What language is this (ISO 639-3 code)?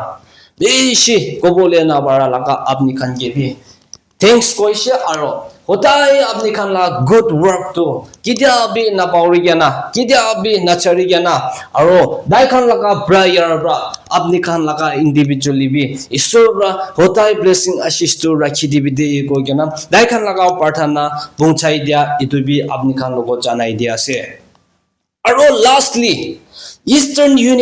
nag